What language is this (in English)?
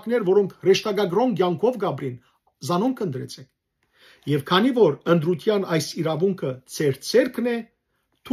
Western Armenian